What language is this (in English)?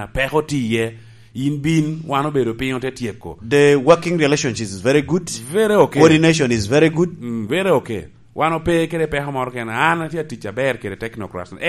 Lango (Uganda)